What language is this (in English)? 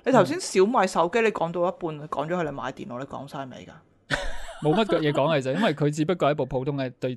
Cantonese